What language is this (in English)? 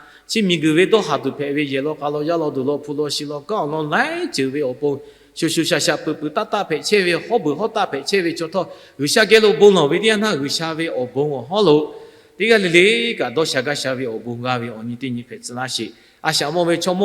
Lahu